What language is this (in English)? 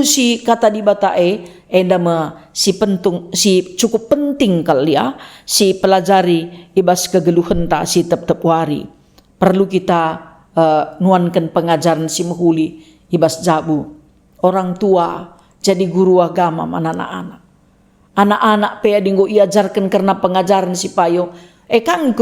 Batak Karo